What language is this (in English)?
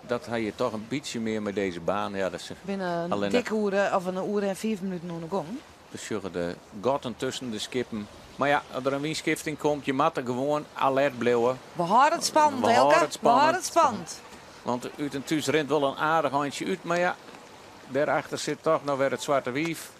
Western Frisian